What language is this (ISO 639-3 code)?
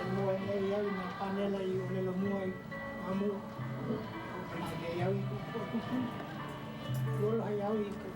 haw